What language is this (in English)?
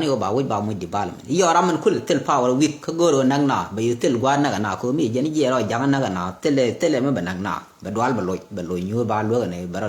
Nuer